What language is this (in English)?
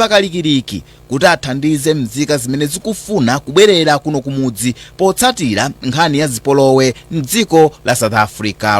Nyanja